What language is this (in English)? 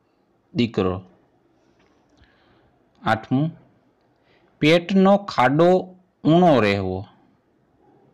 Gujarati